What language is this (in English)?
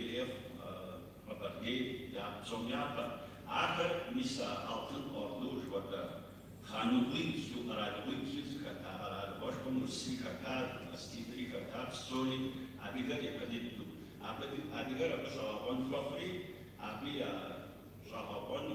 Kabardian